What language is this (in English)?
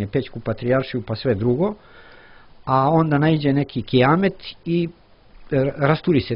Serbian